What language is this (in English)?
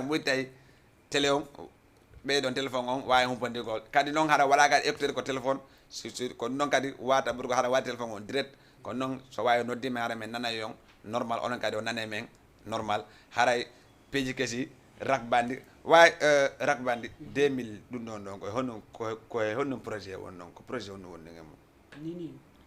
Fula